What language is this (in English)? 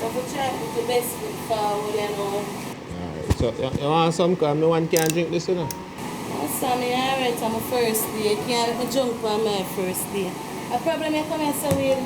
Jamaican Creole English